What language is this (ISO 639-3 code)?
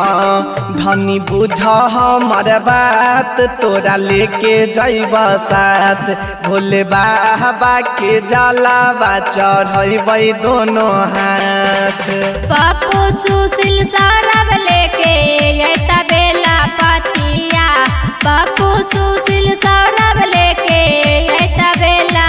bho